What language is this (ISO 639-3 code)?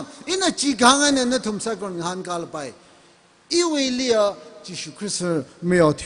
nmf